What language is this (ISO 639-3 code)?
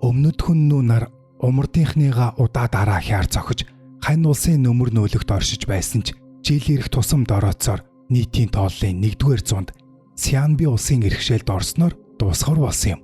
mon